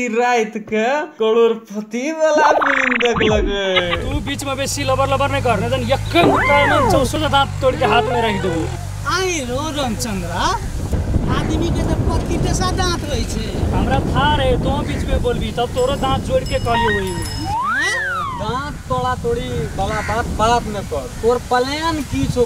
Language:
Maithili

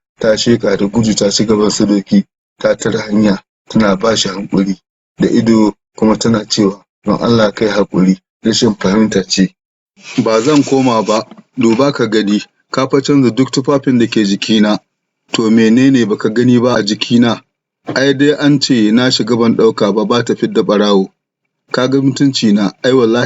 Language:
Hausa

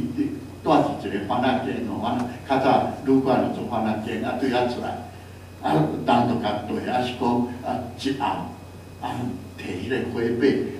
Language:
Min Nan Chinese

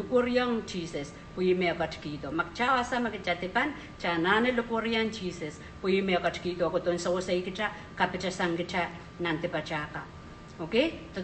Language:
Pohnpeian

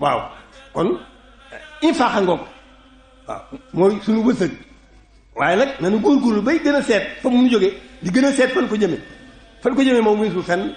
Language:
Wolof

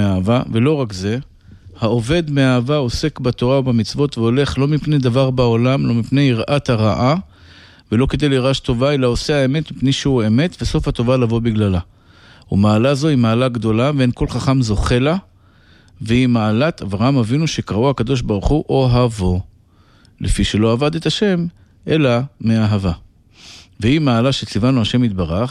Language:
Hebrew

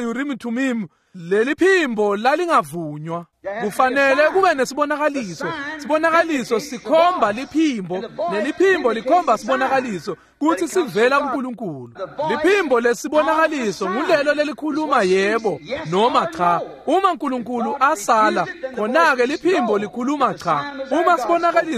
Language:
Swati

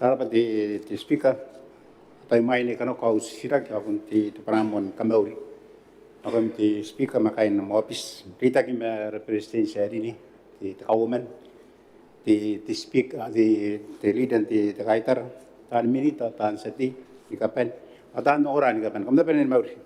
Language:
Gilbertese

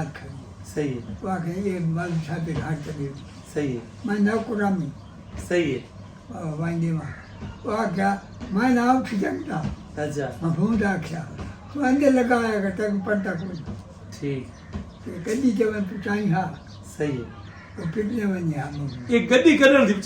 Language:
Saraiki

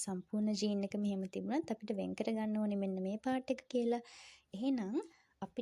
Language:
Sinhala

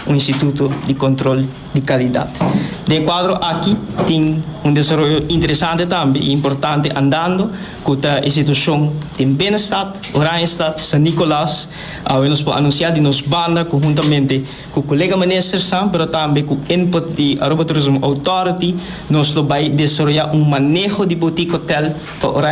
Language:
Papiamento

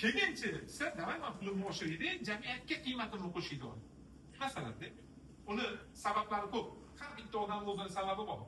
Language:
Uzbek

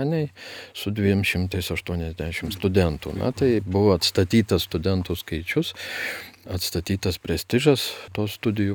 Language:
Lithuanian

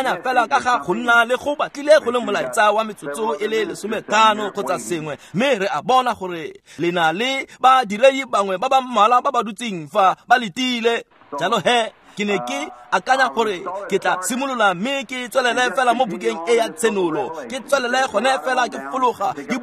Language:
Tswana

